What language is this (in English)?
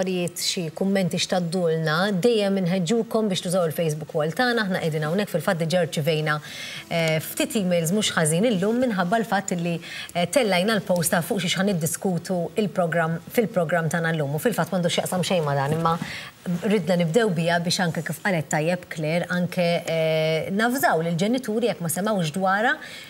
Maltese